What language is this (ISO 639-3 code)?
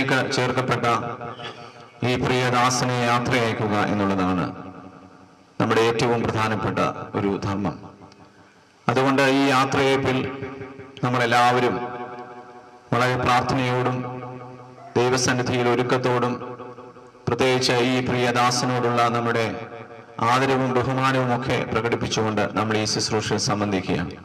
mal